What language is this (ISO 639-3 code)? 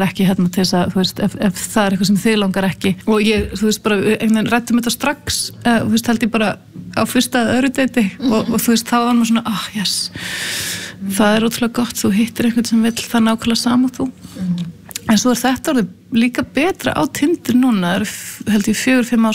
isl